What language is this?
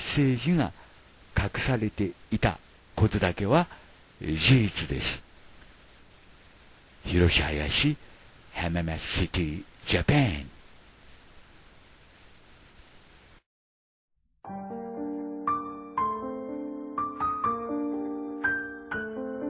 Japanese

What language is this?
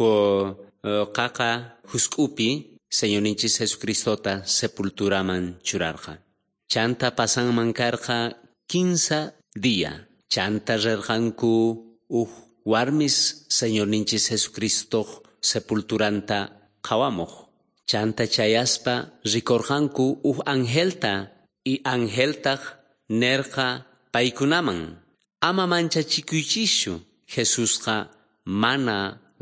South Bolivian Quechua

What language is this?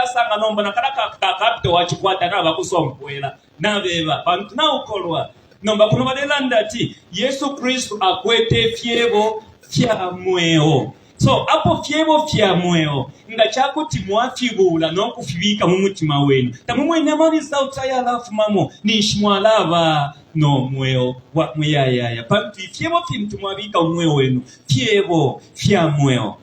Bemba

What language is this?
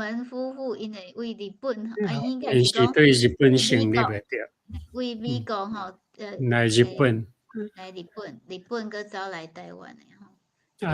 Min Nan Chinese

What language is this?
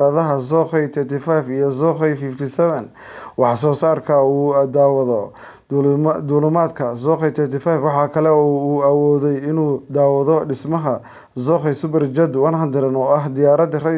Somali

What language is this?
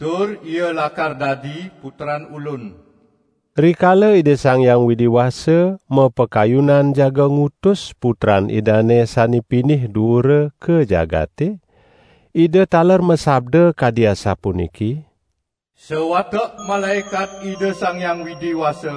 Balinese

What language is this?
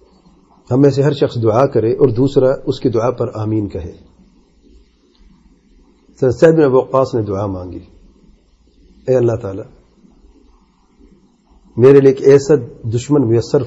Urdu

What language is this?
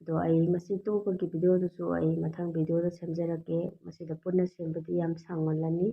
Manipuri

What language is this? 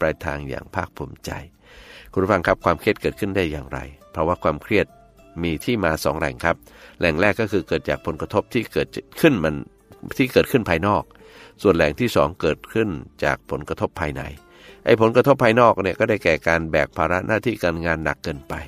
Thai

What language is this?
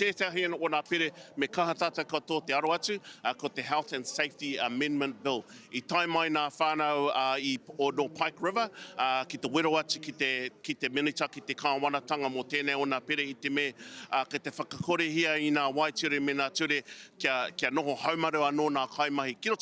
Māori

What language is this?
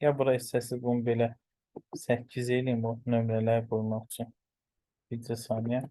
Azerbaijani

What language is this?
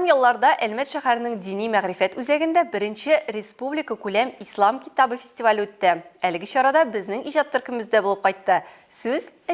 Tatar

